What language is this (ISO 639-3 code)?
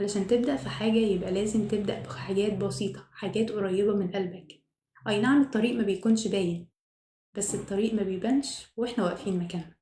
arz